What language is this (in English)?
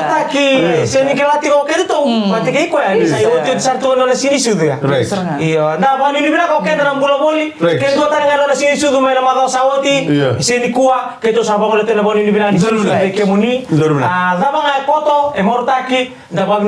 Fijian